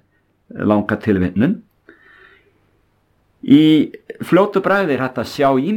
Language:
Icelandic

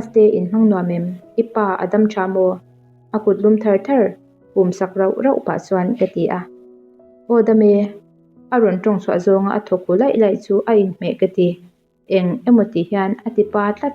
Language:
Mizo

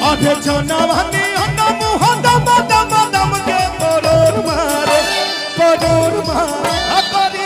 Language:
Bhojpuri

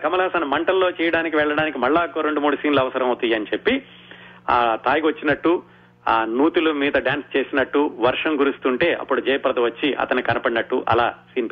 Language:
Telugu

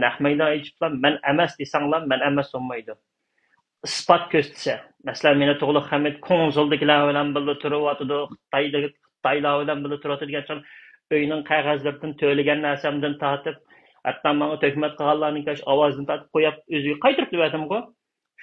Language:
Uyghur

